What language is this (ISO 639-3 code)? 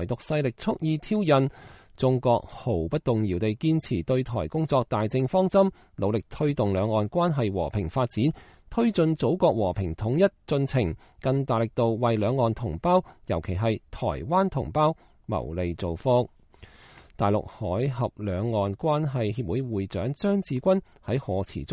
yue